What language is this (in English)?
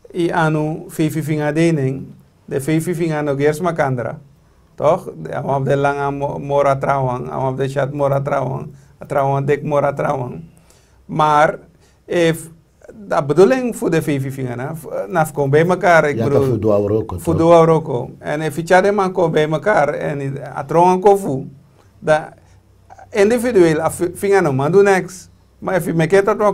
Sranan Tongo